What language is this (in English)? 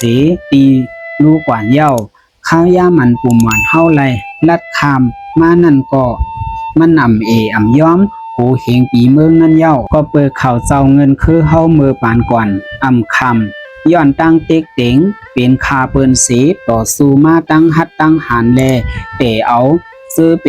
Shan